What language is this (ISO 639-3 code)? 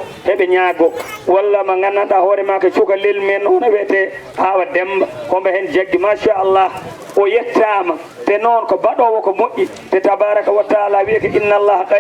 ful